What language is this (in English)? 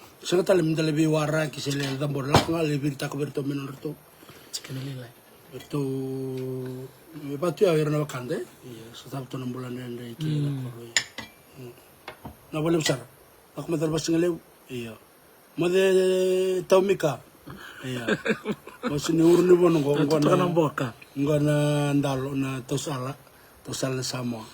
Fijian